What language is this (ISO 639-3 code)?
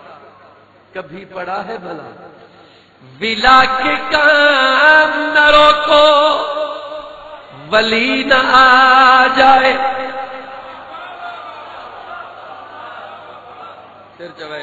urd